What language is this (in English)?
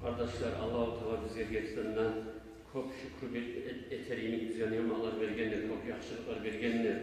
Kumyk